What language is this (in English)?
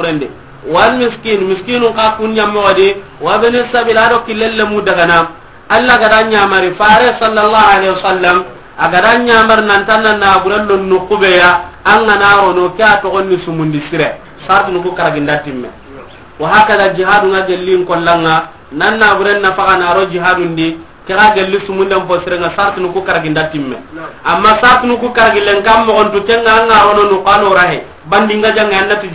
Soninke